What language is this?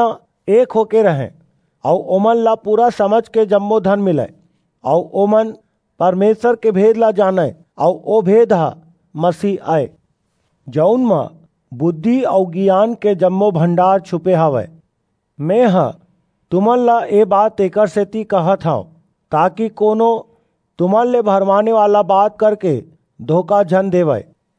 Chhattisgarhi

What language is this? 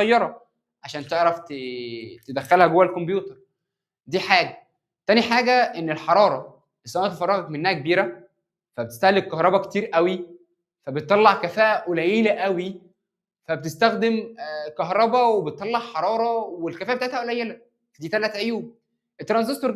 Egyptian Arabic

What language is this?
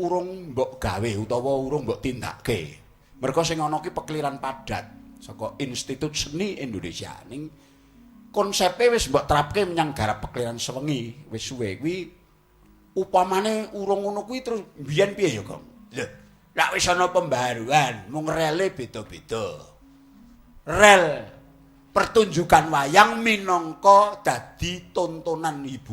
Javanese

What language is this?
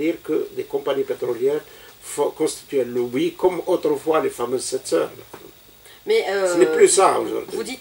French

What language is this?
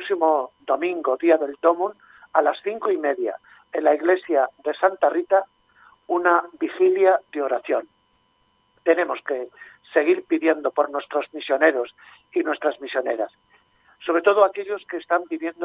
Spanish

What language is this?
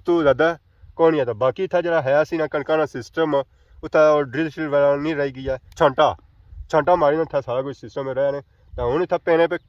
Pahari-Potwari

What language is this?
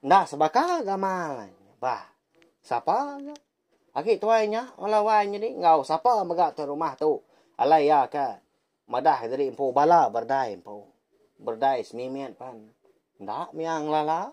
Iban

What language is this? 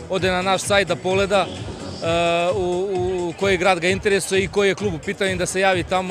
Serbian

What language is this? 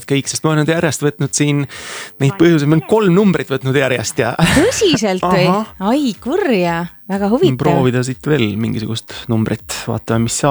Estonian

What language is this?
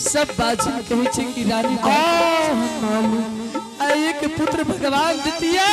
Angika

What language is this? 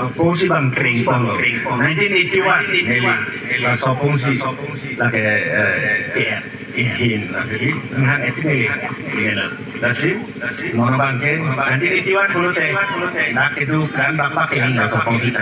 Karbi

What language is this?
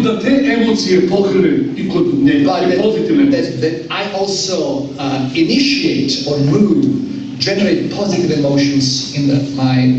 Serbian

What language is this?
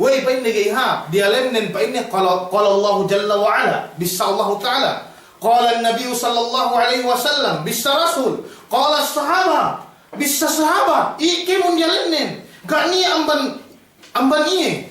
Yakan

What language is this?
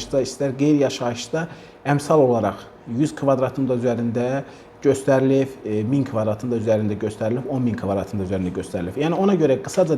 Azerbaijani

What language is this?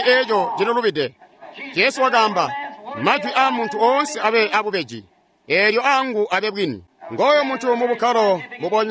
Tonga (Zambia)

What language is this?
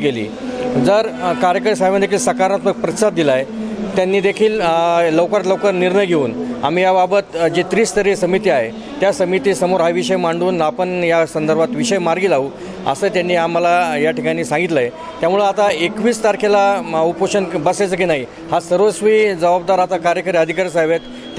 Marathi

